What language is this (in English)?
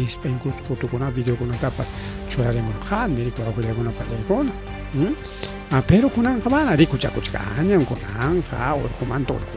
Ayacucho Quechua